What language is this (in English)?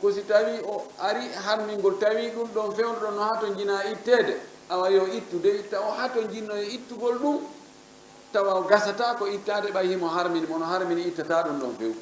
Fula